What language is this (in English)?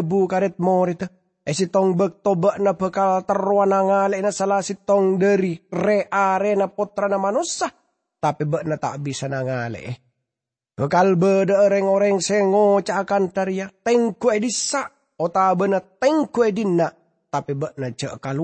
Madurese